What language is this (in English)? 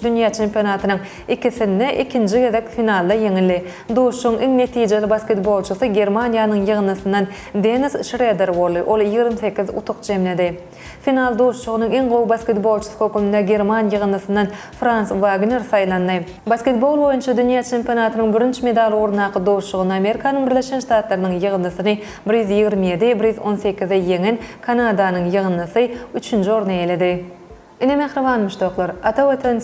Turkmen